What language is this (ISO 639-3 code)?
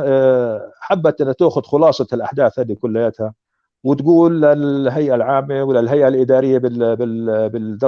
apc